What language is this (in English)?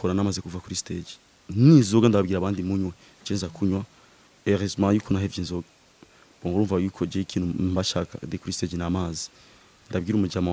Rundi